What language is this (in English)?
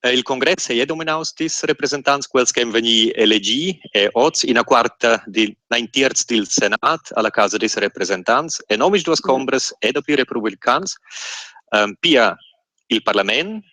Romansh